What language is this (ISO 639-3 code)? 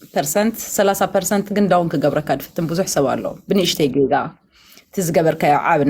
tir